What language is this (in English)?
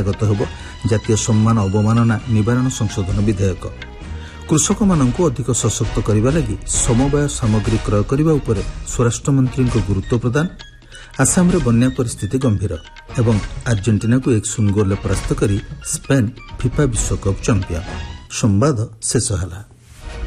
Odia